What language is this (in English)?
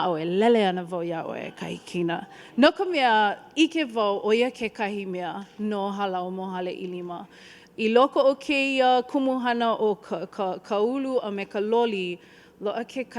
Hawaiian